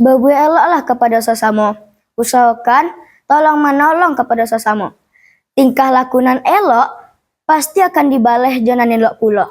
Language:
Minangkabau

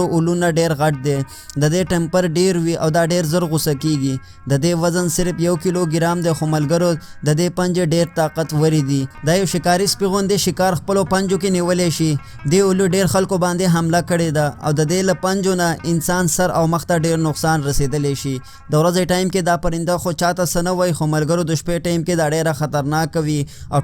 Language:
Pashto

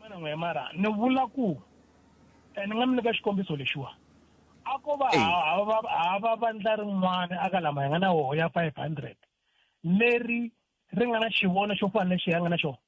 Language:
Tsonga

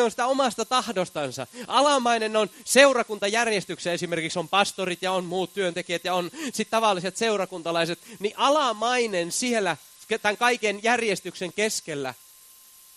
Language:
Finnish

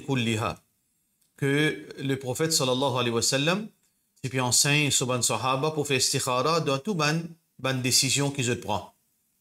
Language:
Morisyen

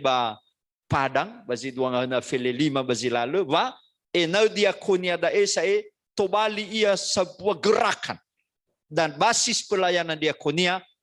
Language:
Nias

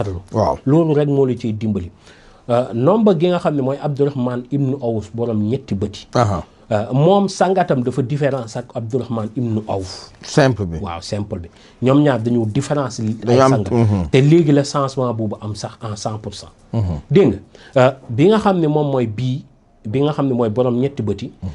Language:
Wolof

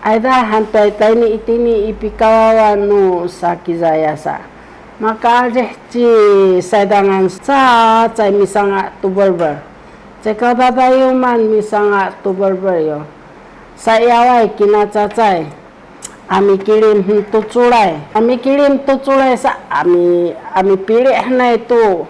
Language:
Sakizaya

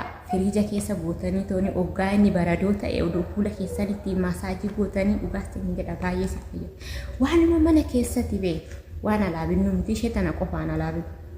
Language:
Oromo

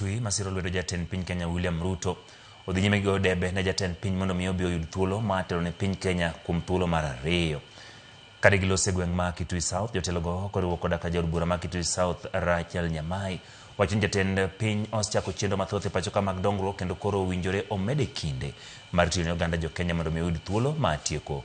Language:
Luo (Kenya and Tanzania)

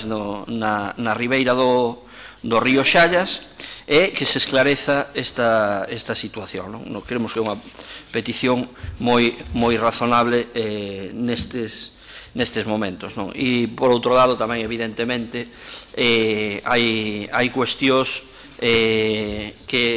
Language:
Galician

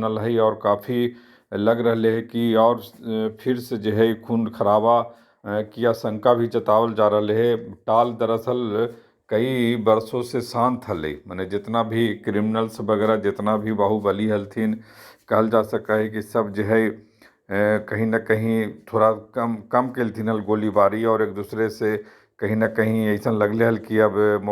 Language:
Magahi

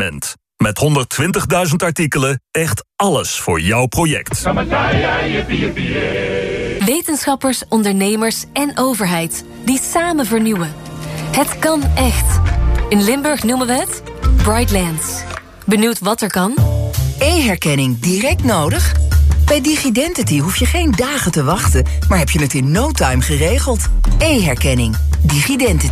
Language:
Dutch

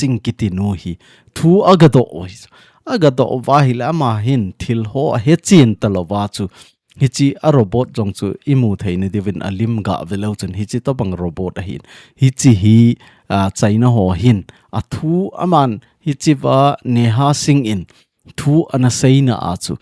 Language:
Thado Chin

